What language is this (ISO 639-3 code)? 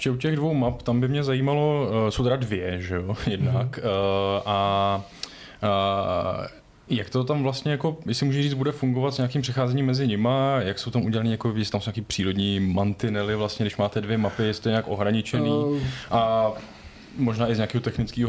ces